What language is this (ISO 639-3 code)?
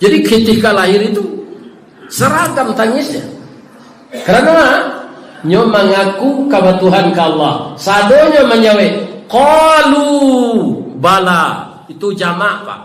min